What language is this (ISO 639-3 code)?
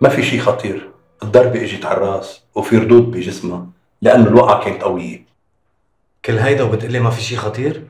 apc